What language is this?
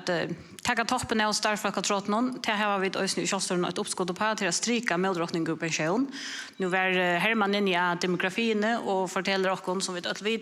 Faroese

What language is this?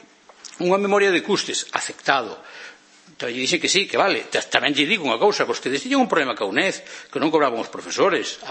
Galician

